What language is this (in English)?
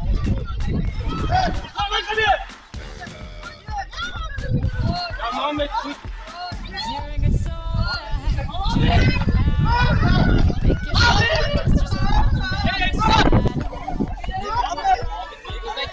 Turkish